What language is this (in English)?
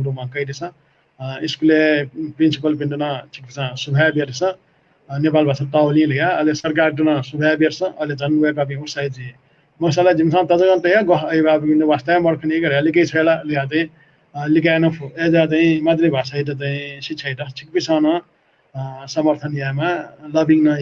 Newari